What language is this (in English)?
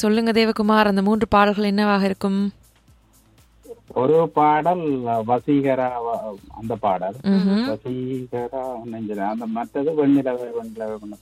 Tamil